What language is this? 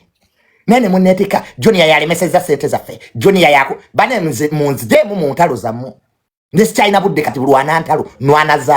Ganda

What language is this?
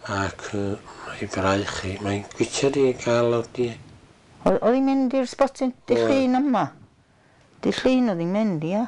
Welsh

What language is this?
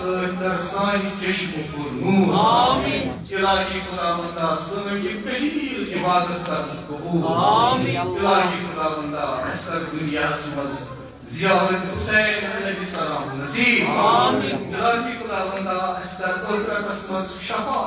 Kashmiri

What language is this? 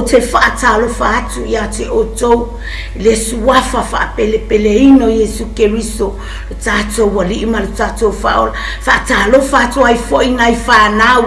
Samoan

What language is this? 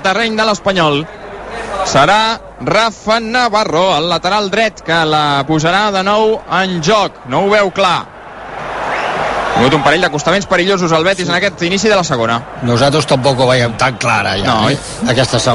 Catalan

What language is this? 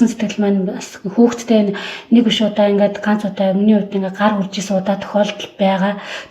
Mongolian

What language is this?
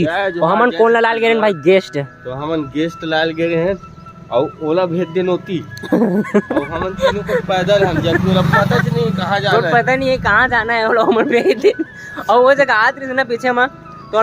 Chhattisgarhi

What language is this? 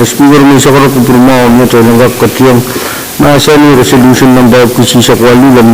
Pohnpeian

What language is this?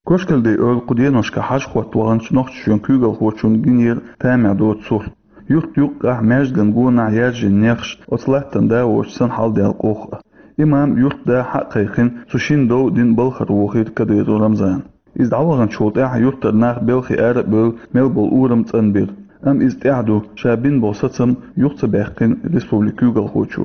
Chechen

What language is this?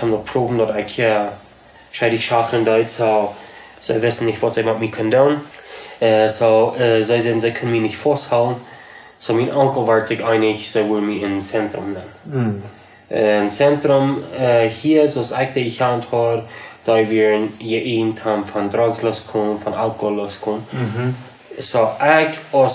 Plautdietsch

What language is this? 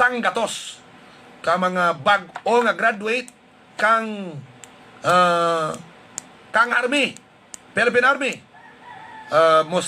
Hiligaynon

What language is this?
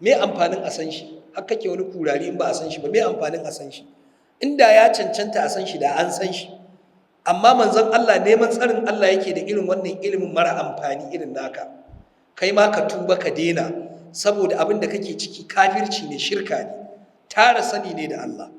Hausa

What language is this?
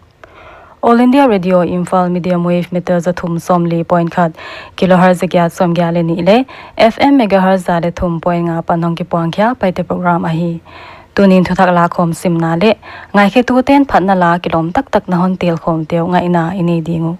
Paite Chin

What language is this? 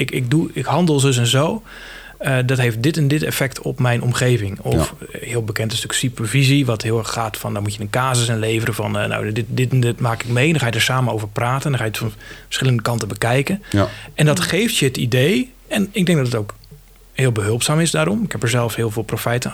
Dutch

